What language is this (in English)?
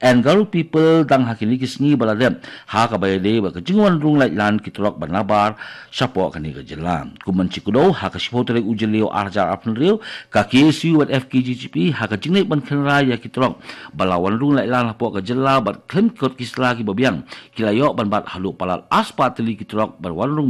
Khasi